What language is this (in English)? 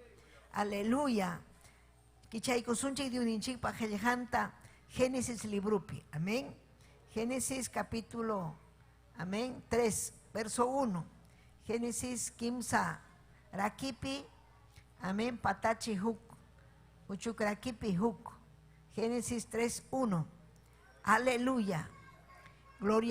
Ayacucho Quechua